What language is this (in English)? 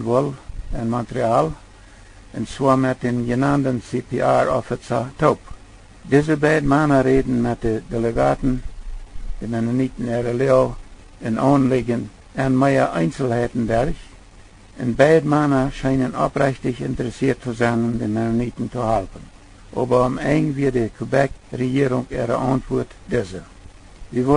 Plautdietsch